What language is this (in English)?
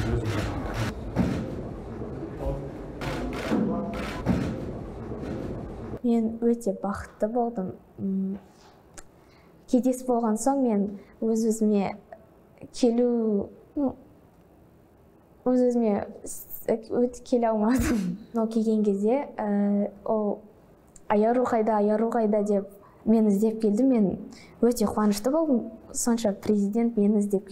Kazakh